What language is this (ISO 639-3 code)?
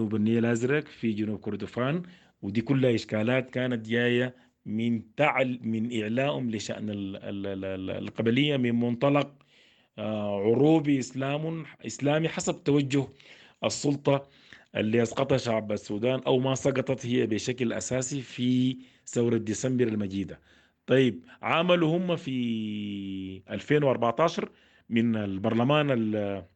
apd